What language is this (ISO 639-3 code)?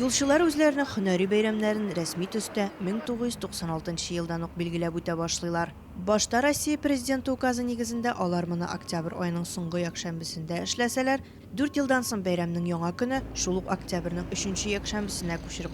tat